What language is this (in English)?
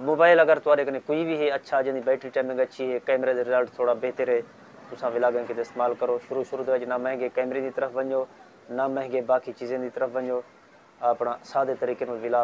Saraiki